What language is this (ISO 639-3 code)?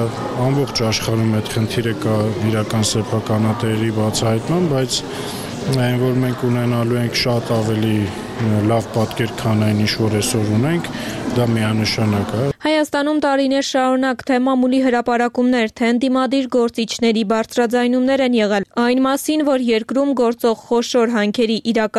hye